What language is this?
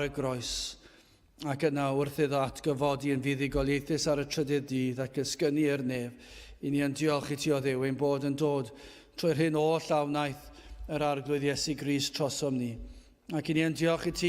Welsh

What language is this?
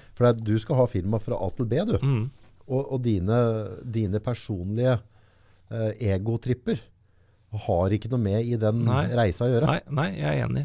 Norwegian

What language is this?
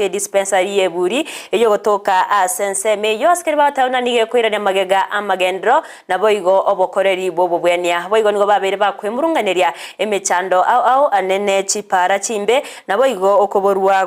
Gusii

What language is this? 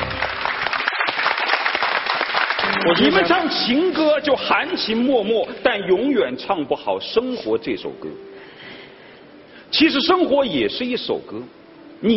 Chinese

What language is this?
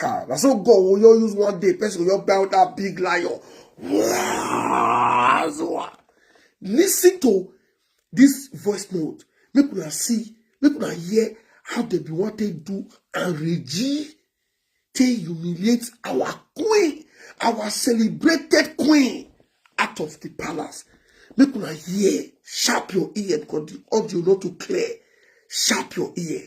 Nigerian Pidgin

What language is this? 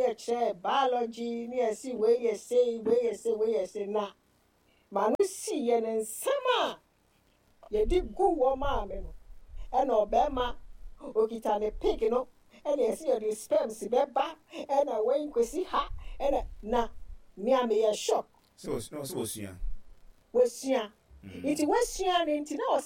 Akan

